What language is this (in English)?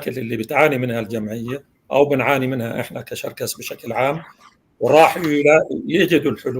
North Levantine Arabic